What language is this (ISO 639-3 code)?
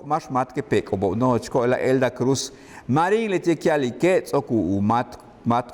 yua